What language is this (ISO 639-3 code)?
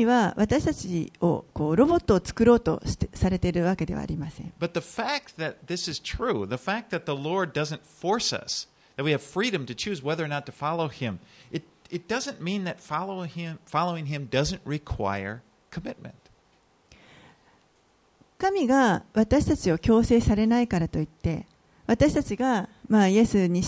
jpn